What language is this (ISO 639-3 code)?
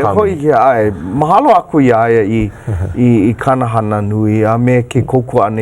haw